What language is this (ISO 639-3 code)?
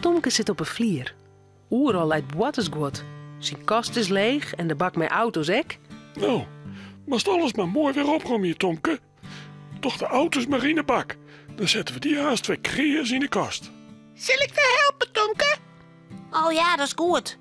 fry